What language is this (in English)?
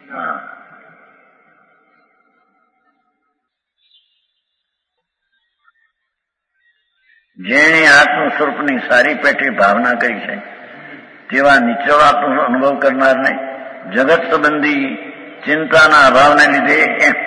Gujarati